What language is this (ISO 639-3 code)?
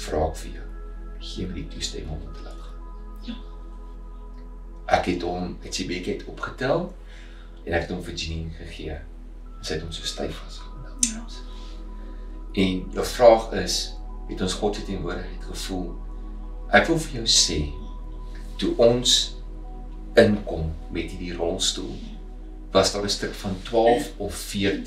afr